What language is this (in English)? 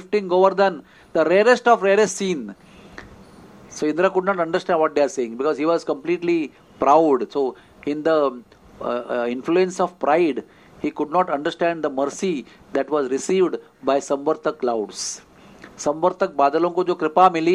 Hindi